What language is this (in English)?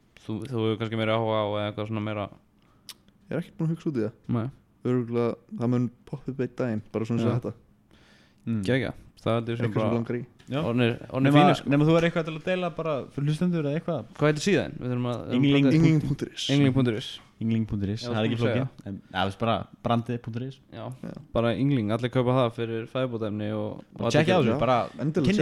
Icelandic